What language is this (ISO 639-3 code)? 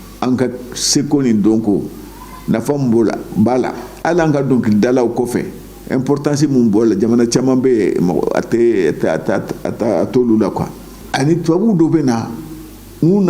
bam